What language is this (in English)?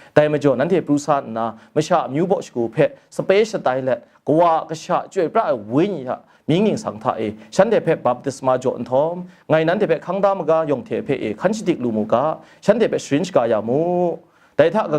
Kachin